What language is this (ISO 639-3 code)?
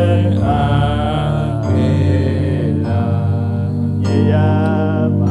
ewe